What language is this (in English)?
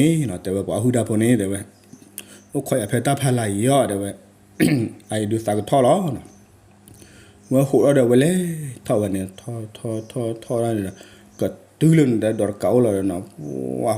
S'gaw Karen